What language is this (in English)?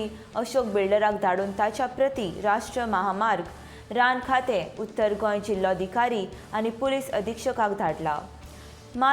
Konkani